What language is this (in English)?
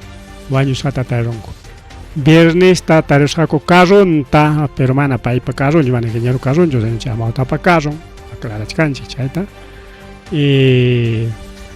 Ayacucho Quechua